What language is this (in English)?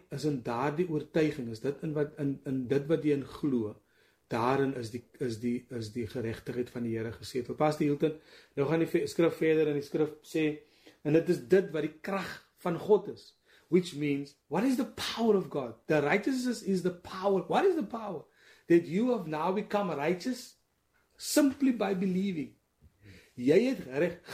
Afrikaans